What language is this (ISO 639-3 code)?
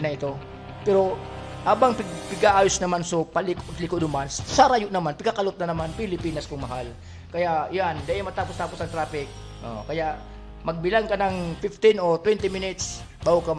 bik